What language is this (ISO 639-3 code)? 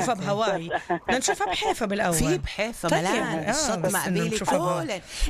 apc